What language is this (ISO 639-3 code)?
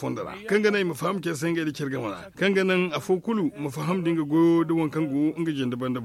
dje